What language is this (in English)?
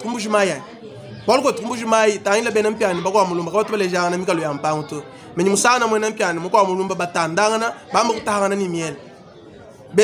Luba-Lulua